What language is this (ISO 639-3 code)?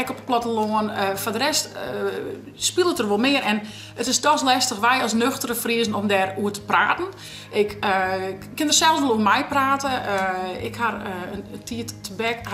fry